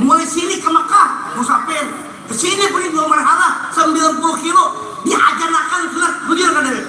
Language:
Banjar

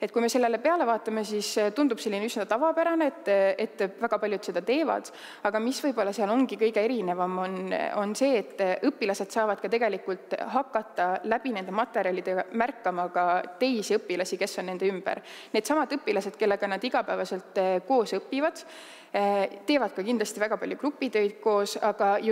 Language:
Estonian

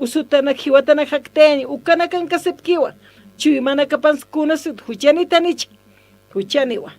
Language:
Aymara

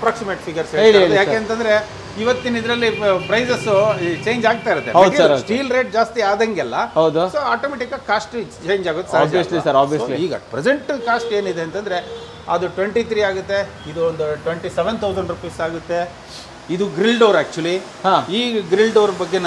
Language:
Kannada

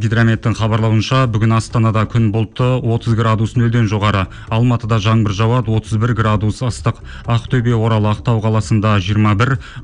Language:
Kazakh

